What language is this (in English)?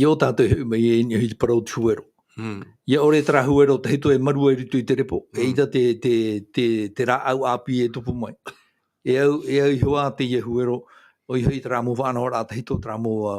Tahitian